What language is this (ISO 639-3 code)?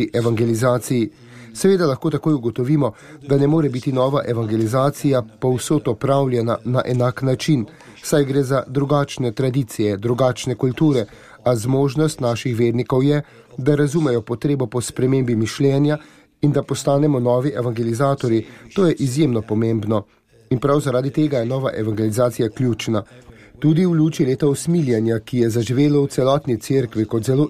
slv